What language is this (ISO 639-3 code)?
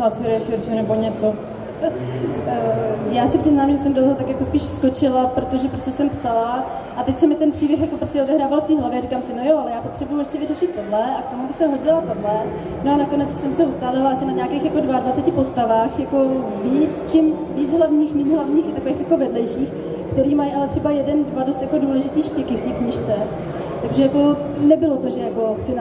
ces